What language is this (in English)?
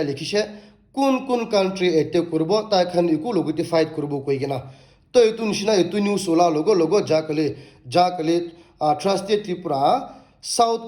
Naga Pidgin